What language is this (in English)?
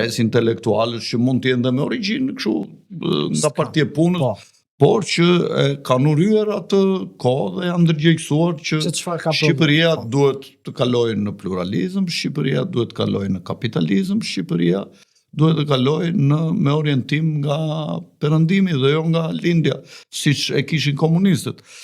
Albanian